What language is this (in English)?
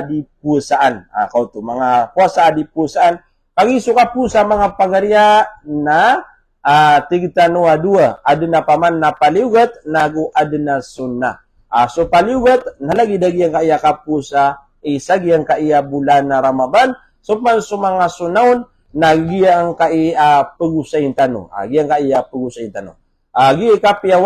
Maranao